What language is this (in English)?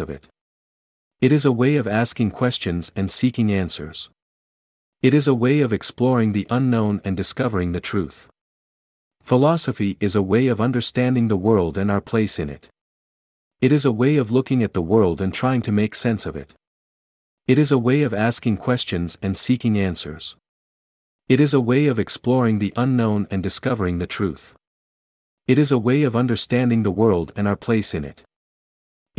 English